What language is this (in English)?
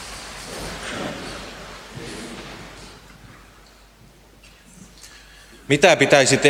Finnish